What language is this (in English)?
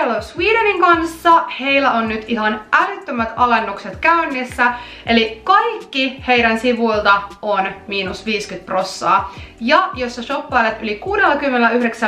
Finnish